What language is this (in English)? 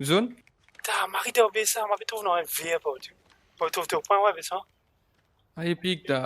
Morisyen